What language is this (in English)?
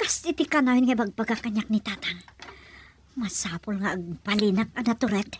Iloko